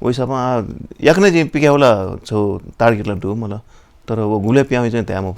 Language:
Newari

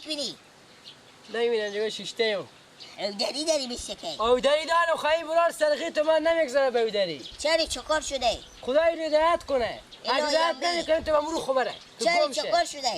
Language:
Persian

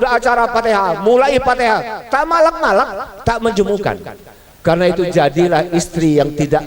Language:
Musi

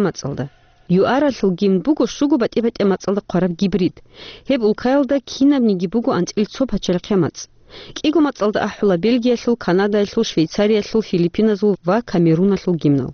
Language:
Avaric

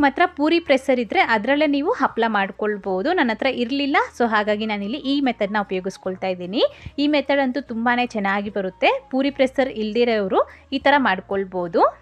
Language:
Kannada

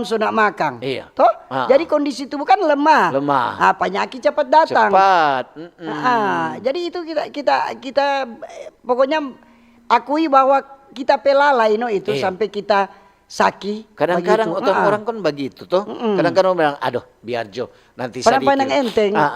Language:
Manado Malay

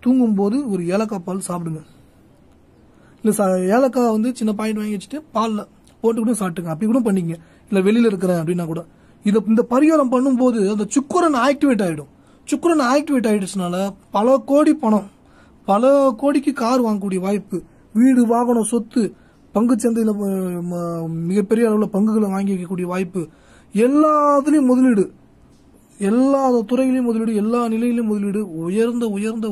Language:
Tamil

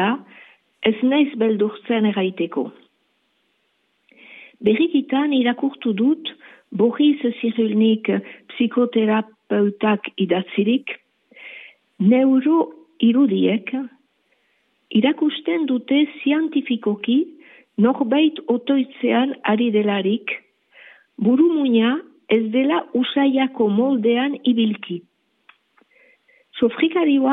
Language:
Basque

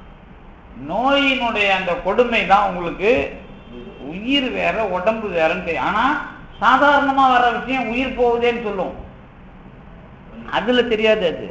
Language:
Tamil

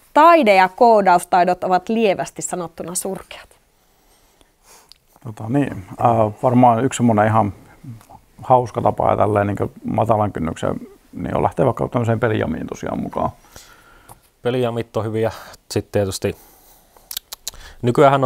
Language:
Finnish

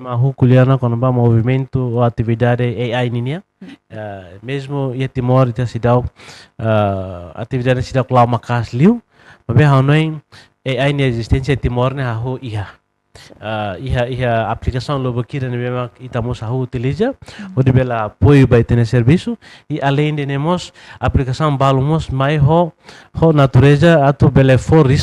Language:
Tetum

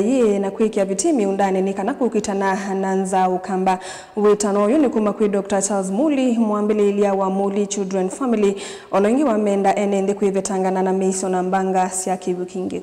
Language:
Kamba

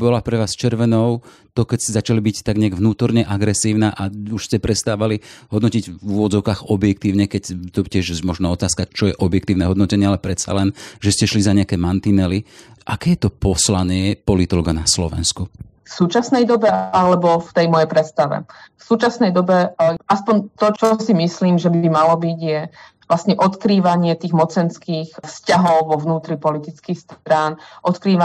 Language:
Slovak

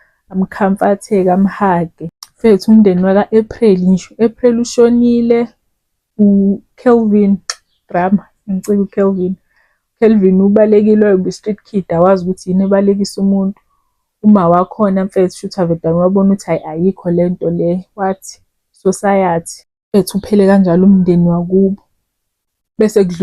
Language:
Zulu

